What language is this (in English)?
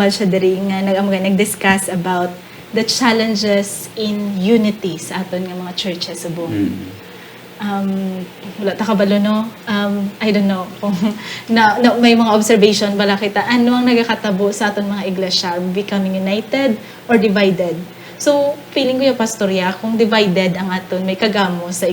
Hiligaynon